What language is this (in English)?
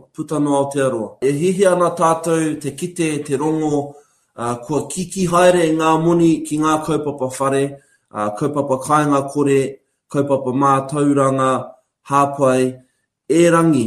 Māori